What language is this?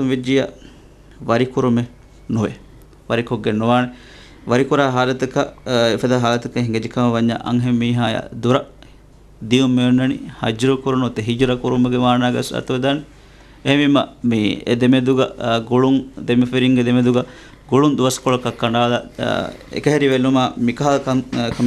Divehi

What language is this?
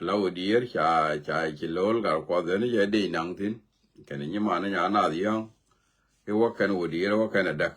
Nuer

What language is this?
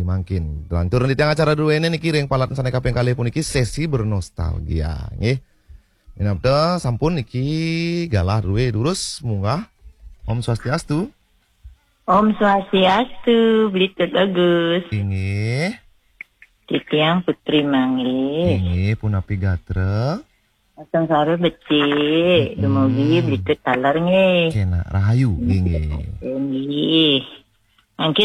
Balinese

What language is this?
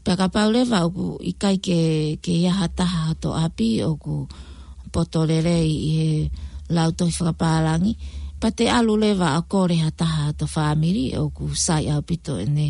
Tongan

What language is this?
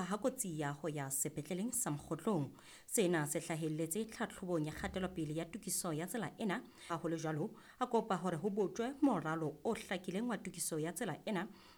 Southern Sotho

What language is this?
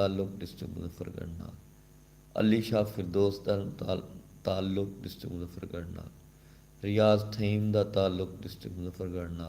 Saraiki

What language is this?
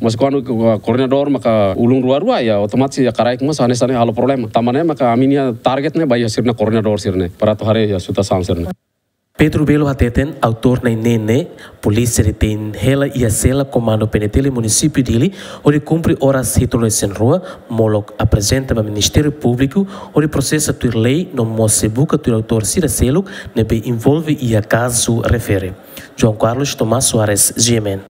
Tetum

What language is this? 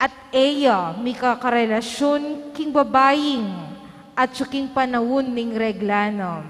Pampanga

